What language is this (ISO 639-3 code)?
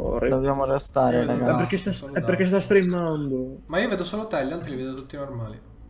ita